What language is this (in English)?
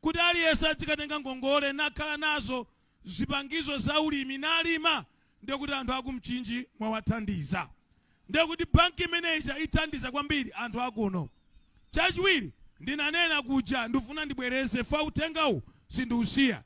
Nyanja